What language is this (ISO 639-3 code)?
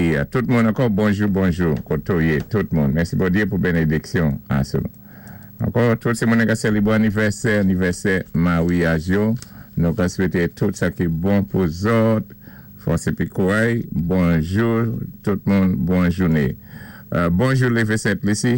acf